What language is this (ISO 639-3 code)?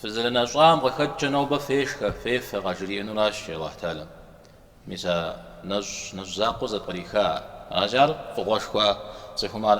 kbd